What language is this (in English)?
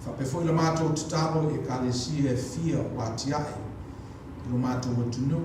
Samoan